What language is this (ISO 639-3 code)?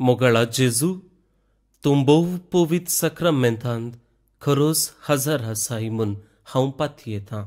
kok